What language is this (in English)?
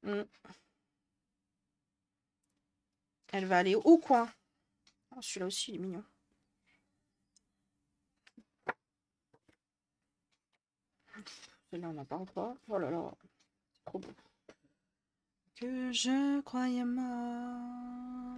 French